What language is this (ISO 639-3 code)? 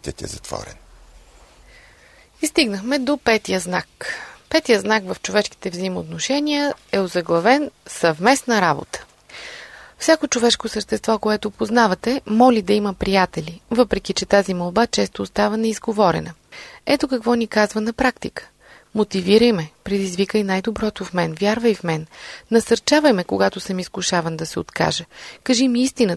bul